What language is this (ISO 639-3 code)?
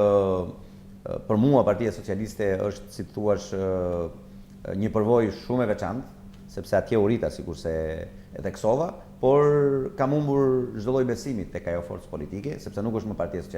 sqi